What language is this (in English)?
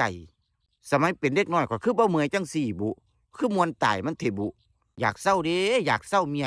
Northeastern Thai